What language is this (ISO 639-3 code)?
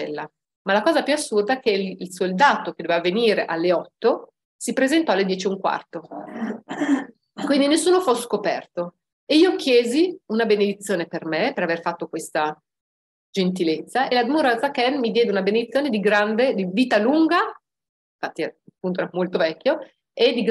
ita